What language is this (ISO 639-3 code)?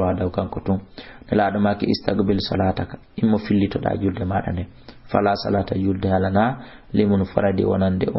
ful